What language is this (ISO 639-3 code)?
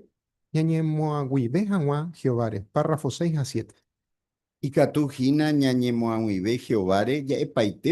grn